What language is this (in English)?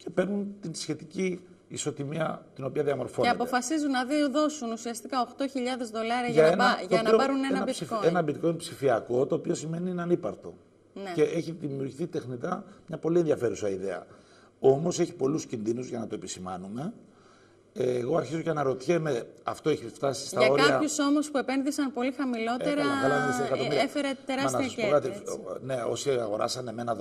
Greek